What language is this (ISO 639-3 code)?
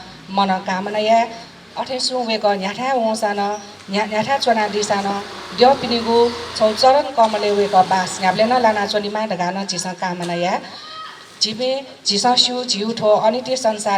new